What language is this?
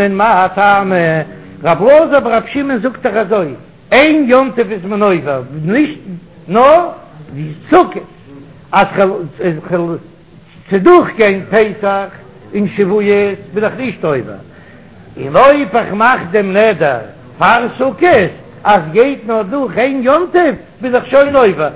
Yiddish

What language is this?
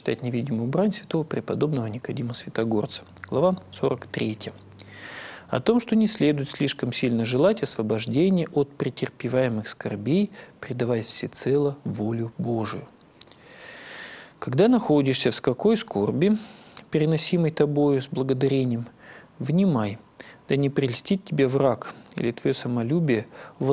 Russian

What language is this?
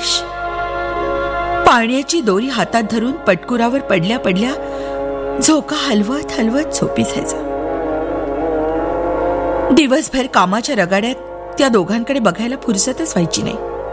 Marathi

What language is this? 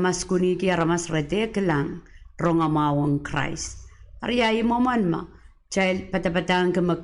Pohnpeian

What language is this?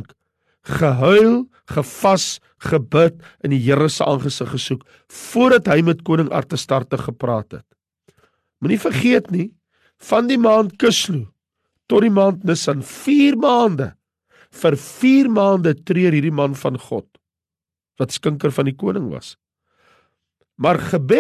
Afrikaans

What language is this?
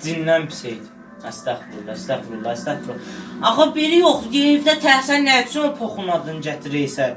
South Azerbaijani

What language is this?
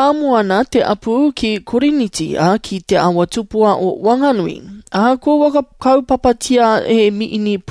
Māori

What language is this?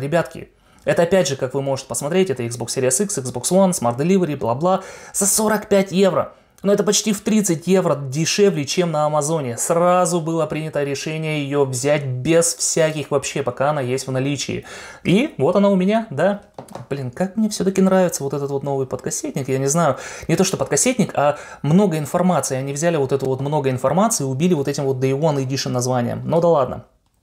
Russian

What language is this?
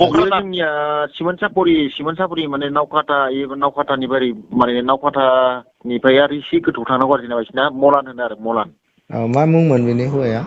Bodo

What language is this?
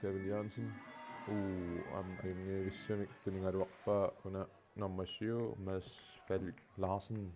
Kalaallisut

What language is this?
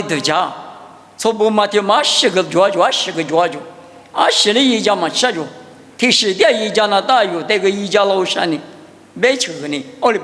Lisu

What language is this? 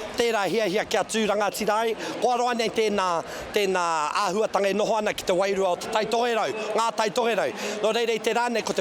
Māori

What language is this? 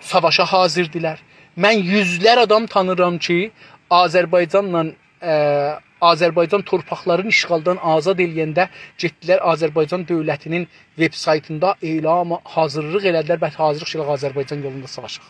South Azerbaijani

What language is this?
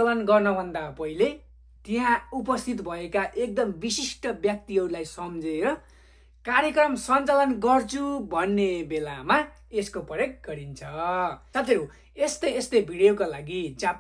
Nepali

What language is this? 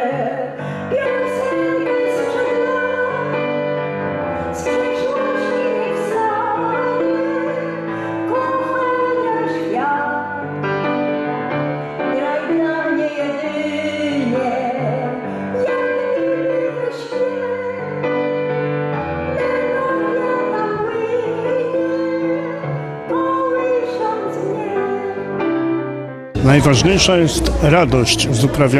Polish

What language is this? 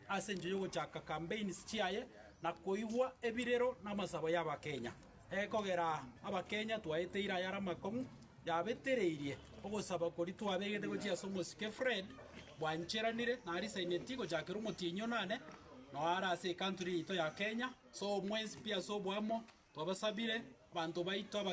Gusii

